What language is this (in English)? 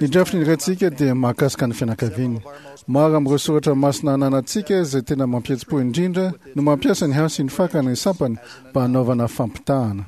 Malagasy